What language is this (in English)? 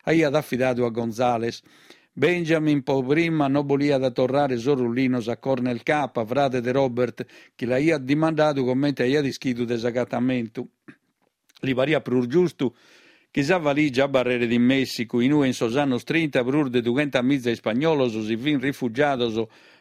Sardinian